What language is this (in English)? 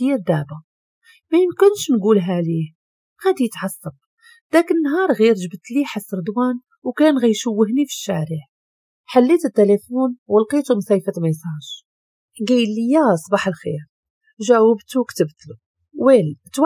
Moroccan Arabic